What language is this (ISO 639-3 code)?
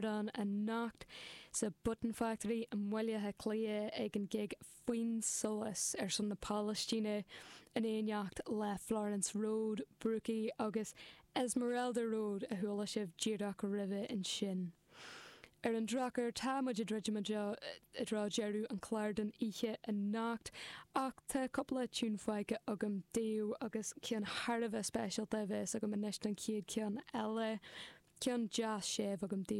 gle